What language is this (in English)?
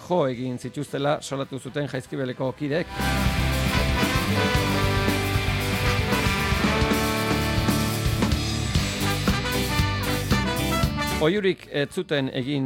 Basque